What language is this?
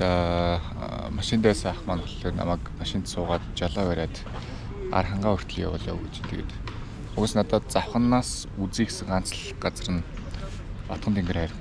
Mongolian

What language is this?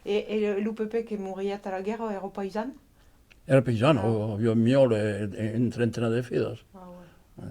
Occitan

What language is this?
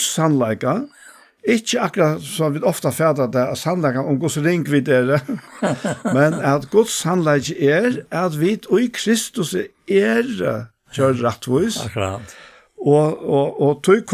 Faroese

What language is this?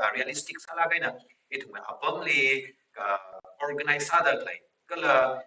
Tangkhul Naga (India)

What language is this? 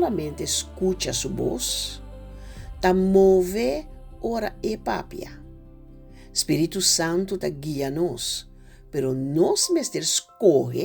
Papiamento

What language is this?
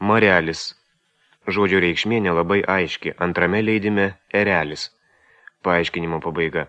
Lithuanian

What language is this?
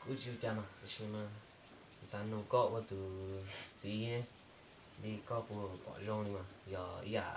Hmong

